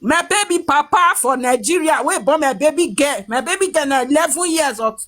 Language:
Nigerian Pidgin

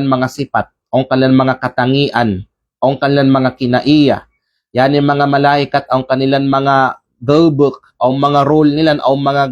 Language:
Kalagan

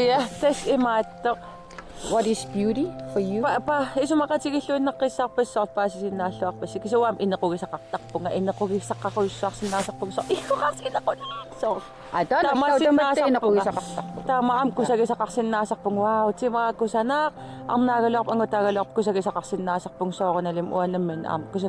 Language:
Kalaallisut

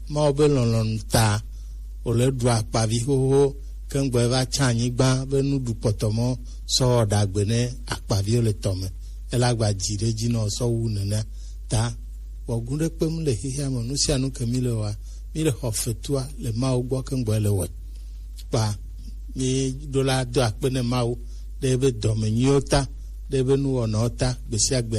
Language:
Gen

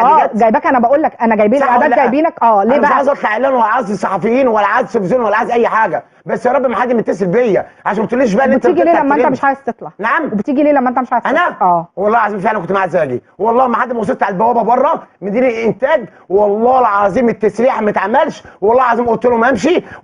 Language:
Egyptian Arabic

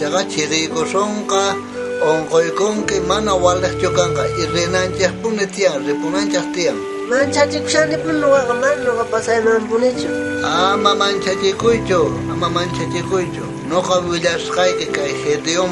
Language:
South Bolivian Quechua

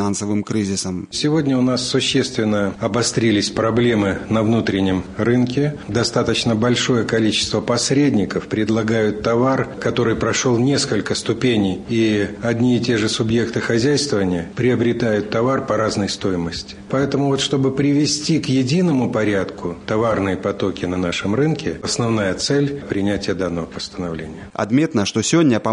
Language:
Belarusian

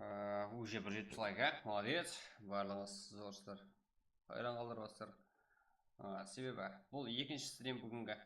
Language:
Kara-Kalpak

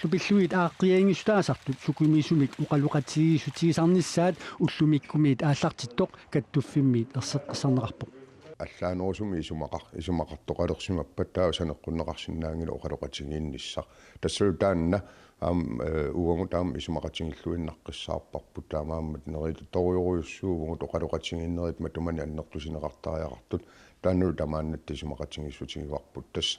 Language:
Kalaallisut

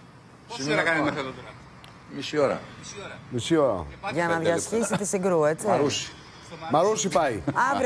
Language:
Greek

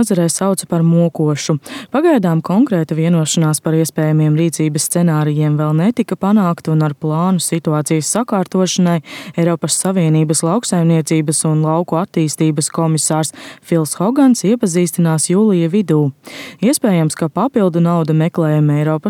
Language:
Latvian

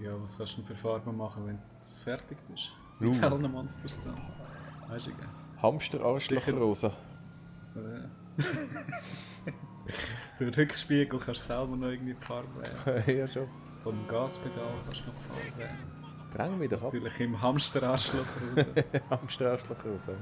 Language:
Swiss German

